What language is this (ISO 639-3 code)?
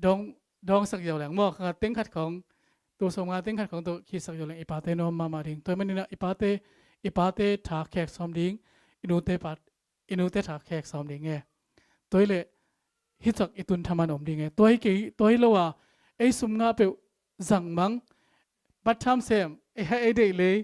ctd